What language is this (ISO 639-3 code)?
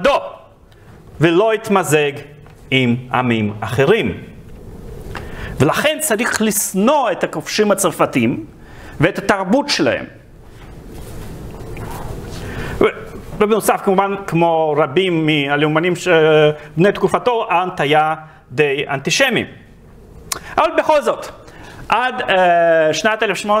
heb